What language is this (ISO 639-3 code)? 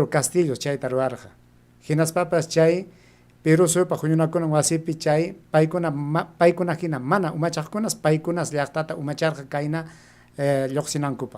quy